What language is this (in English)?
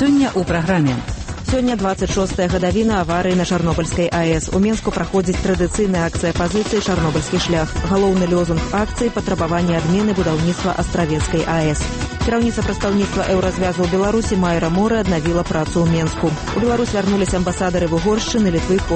Belarusian